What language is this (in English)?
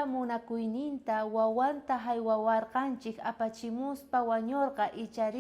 South Bolivian Quechua